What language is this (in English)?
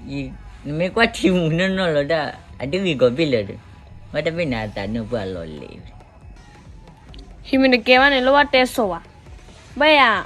S'gaw Karen